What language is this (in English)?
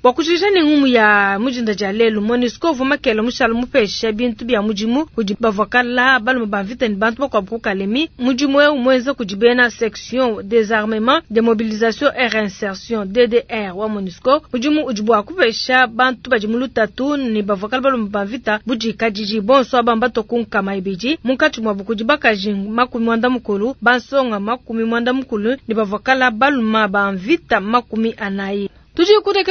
Luba-Lulua